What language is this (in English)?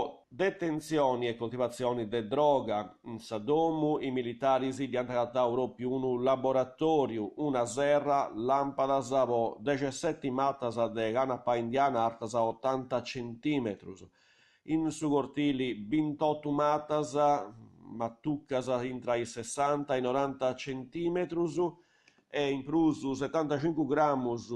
Sardinian